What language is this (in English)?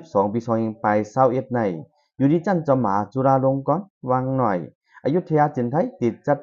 Shan